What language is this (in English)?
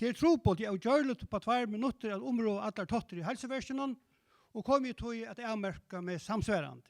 Faroese